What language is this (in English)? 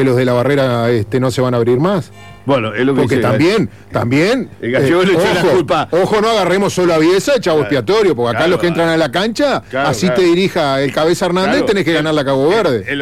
Spanish